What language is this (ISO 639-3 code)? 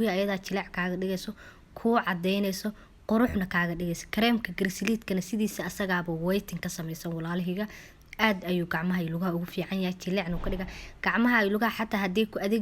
som